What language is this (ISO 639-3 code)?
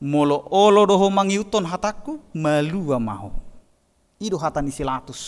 bbc